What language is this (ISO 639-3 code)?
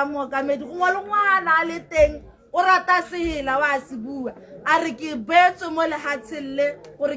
tsn